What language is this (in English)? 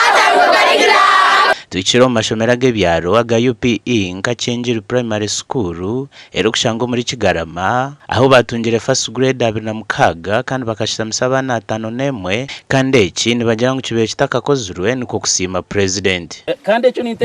Nyankole